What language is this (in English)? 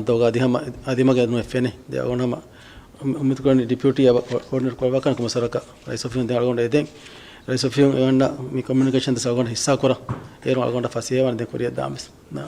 Divehi